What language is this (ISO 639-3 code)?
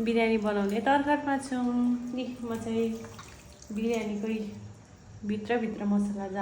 nep